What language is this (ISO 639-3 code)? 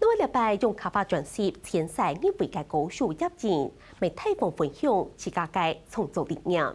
hak